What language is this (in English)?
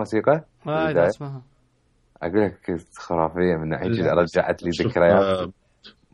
Mesopotamian Arabic